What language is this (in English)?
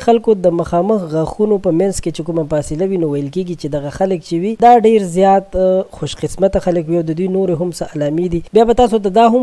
Pashto